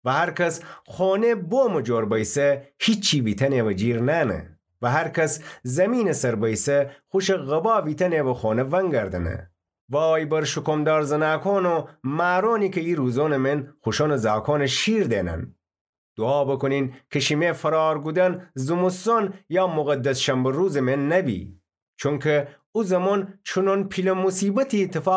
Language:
Gilaki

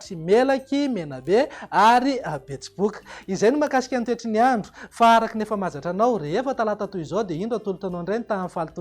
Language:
Malagasy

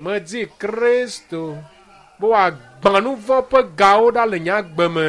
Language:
Ewe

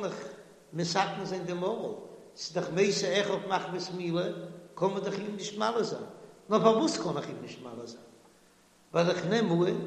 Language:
Yiddish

